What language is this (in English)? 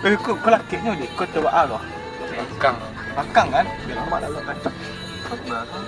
Minangkabau